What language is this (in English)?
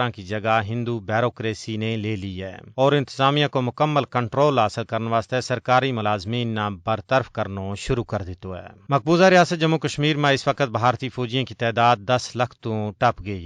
Gujari